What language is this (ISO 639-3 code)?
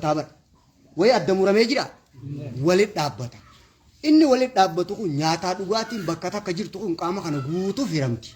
orm